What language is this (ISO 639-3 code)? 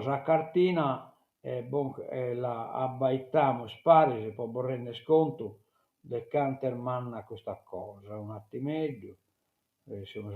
srd